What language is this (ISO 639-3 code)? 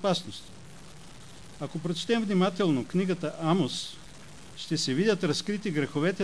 bul